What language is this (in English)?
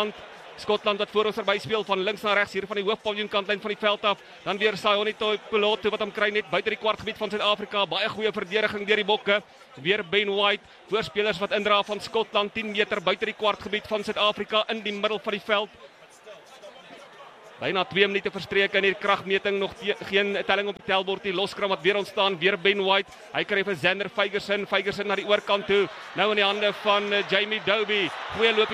Afrikaans